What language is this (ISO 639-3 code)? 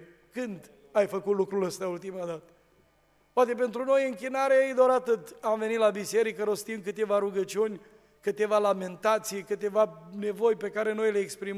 ron